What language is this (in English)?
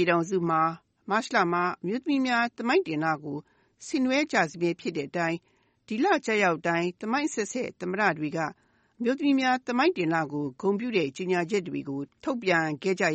Burmese